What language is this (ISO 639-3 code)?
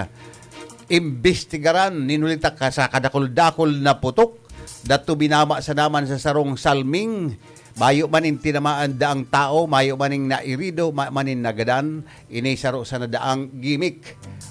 bik